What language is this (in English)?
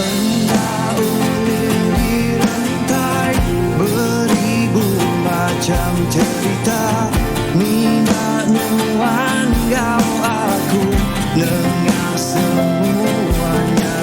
Iban